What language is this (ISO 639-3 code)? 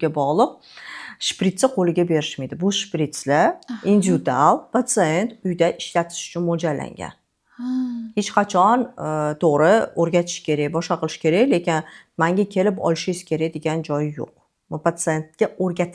uzb